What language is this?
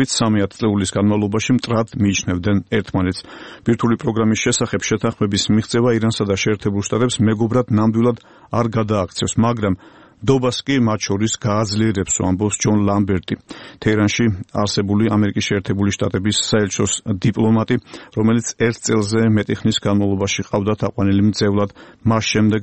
Georgian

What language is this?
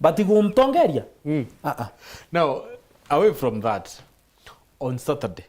Meru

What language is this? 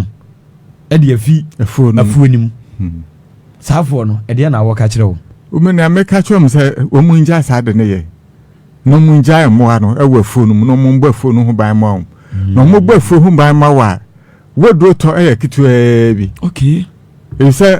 Akan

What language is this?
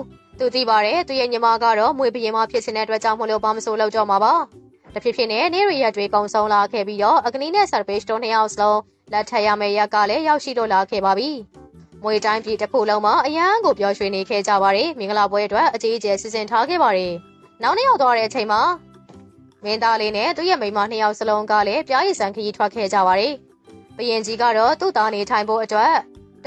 Burmese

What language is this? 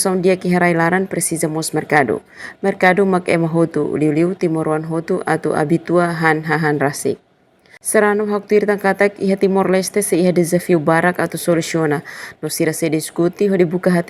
Tetum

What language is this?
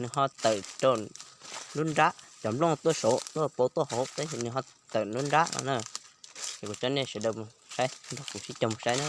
Hmong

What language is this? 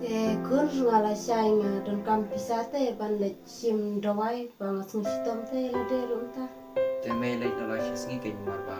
Khasi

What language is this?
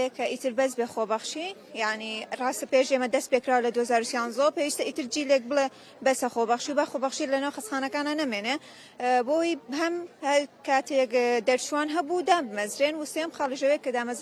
Central Kurdish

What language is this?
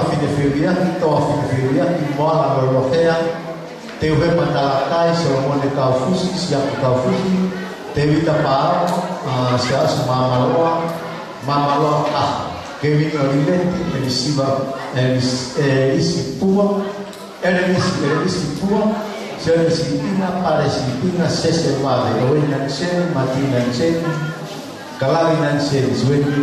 Tongan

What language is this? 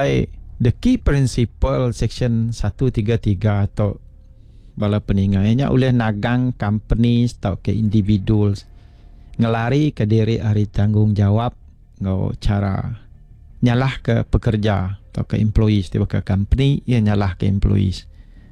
Iban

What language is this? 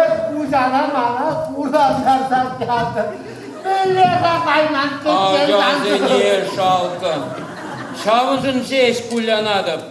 Chuvash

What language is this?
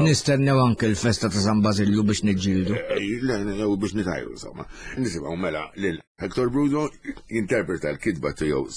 Maltese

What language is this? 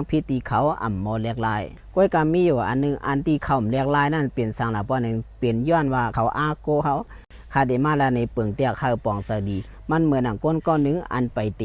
Shan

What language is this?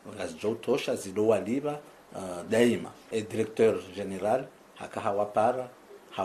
Ngazidja Comorian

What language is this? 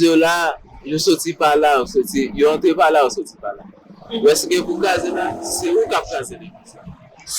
Haitian Creole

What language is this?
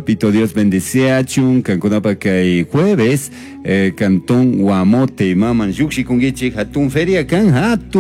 Chimborazo Highland Quichua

